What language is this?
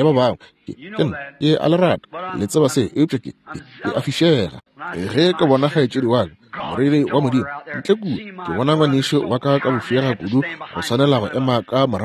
Northern Sotho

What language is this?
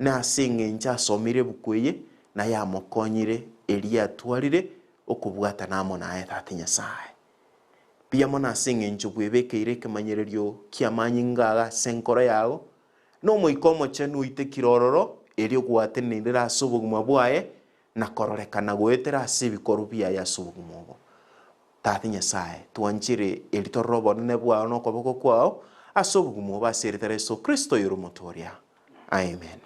Gusii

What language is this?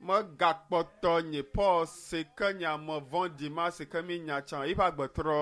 Ewe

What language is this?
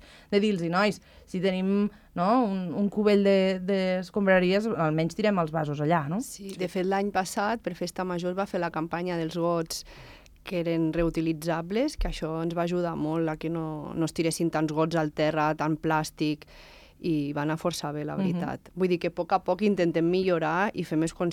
Catalan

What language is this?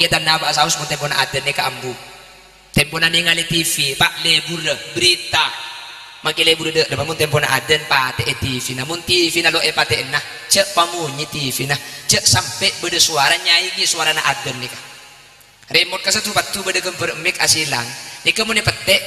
Madurese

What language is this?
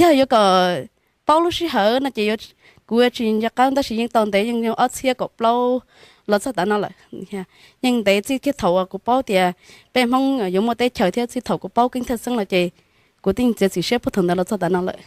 Hmong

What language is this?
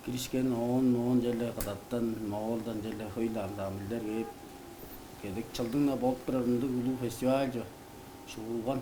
Tuvinian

